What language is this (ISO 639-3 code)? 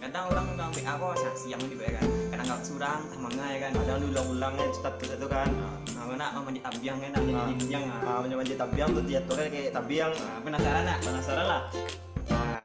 min